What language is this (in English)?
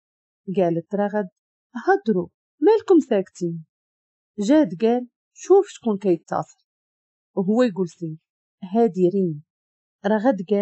Moroccan Arabic